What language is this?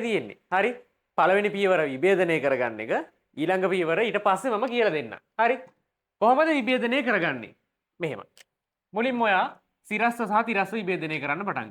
Sinhala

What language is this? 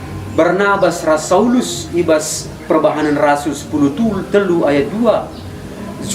Batak Karo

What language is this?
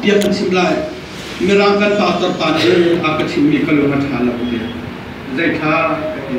Hakha Chin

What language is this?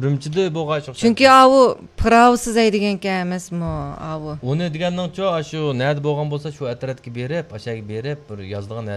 Uyghur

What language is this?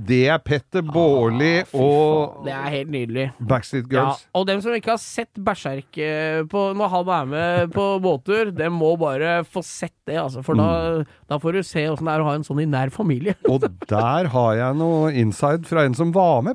Norwegian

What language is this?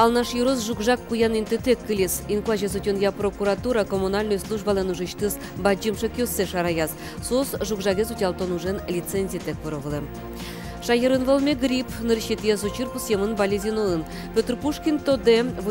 Udmurt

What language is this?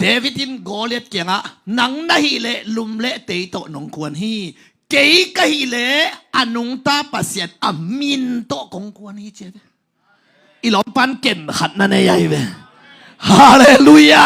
Tedim Chin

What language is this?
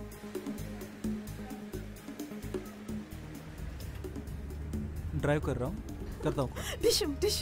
Malayalam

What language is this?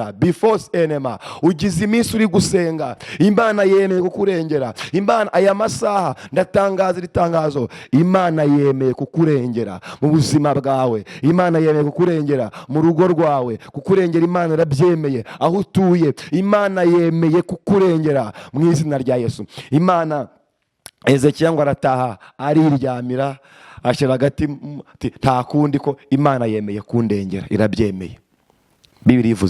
Kinyarwanda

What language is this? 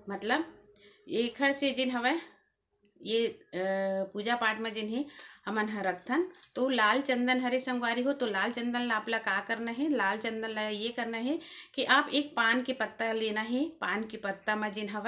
Chhattisgarhi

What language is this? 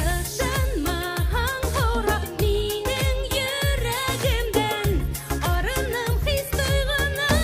Bashkir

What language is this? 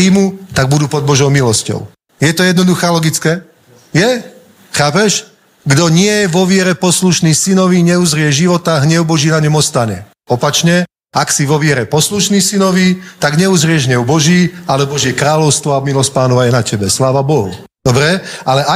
Slovak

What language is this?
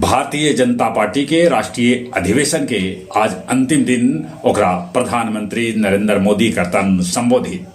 Magahi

